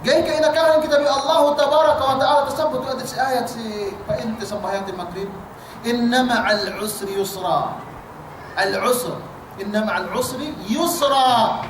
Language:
Yakan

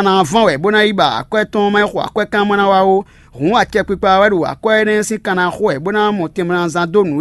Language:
Fon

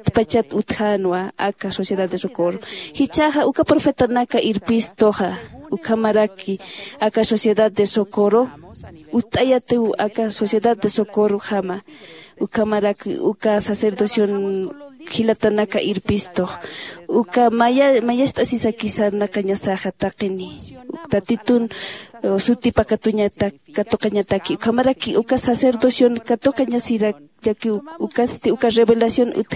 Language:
Aymara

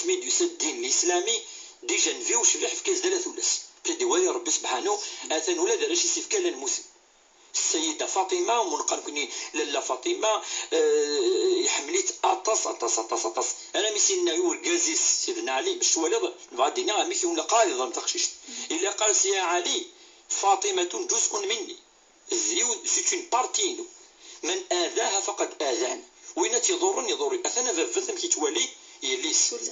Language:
Kabyle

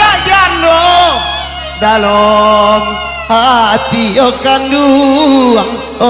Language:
Minangkabau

